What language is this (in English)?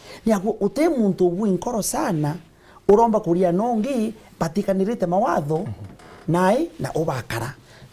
Meru